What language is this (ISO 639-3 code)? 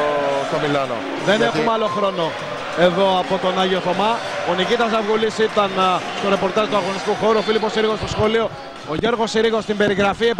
ell